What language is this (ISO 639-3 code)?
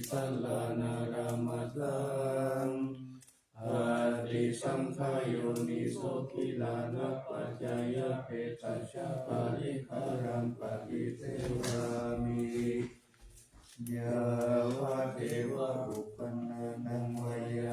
pli